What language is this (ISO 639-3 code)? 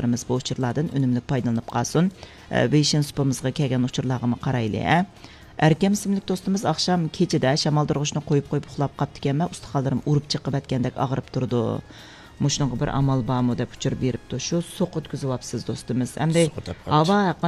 uig